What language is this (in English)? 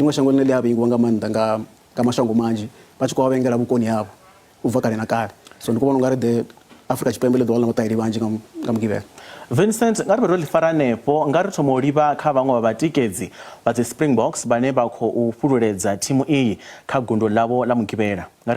Venda